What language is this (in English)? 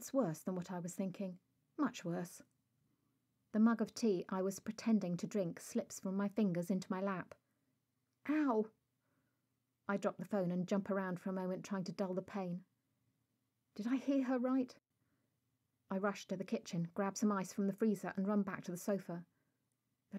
English